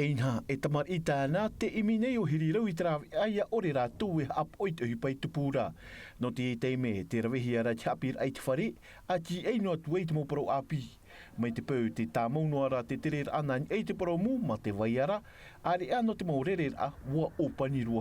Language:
Tahitian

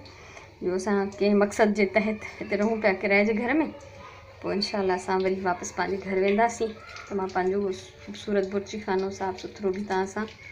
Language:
Sindhi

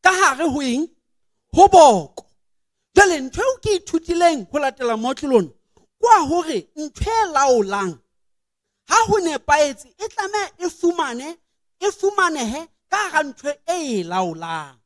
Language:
Southern Sotho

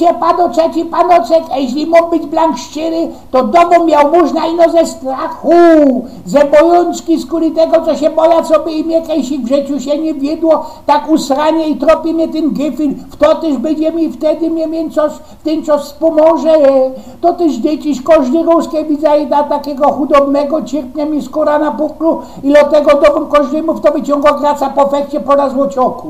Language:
Silesian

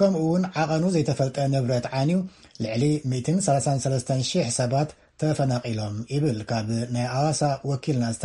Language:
Tigrinya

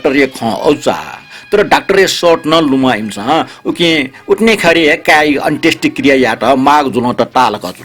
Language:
Newari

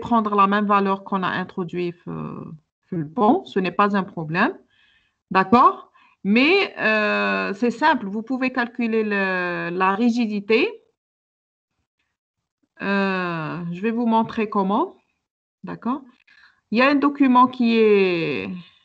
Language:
French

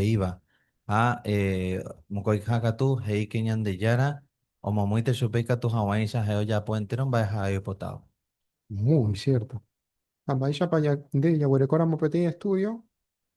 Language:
Guarani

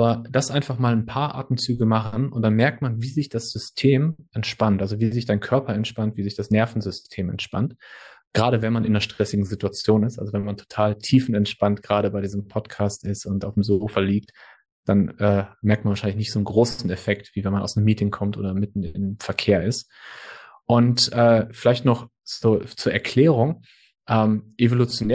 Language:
German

